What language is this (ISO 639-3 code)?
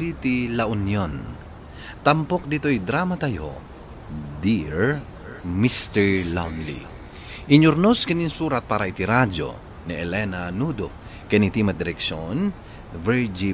ilo